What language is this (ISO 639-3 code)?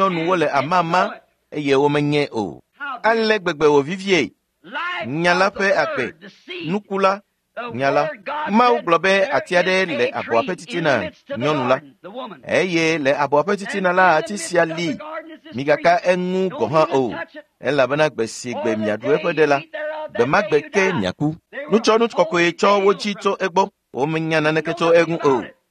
ewe